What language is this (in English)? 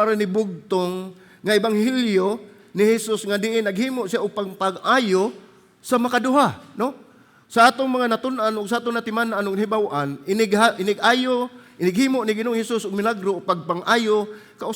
Cebuano